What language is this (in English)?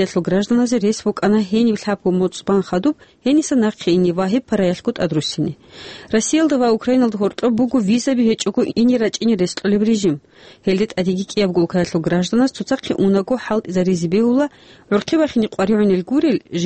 Avaric